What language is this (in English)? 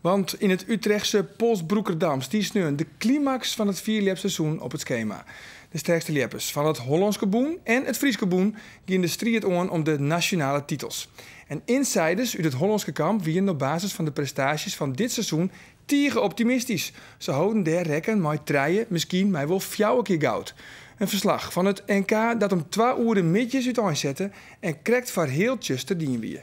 Western Frisian